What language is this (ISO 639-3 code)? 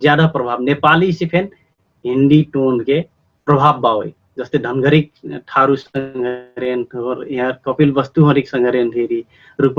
thl